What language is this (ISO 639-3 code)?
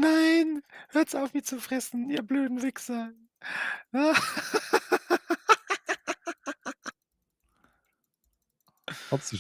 bar